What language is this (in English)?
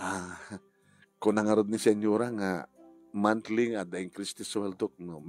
Iloko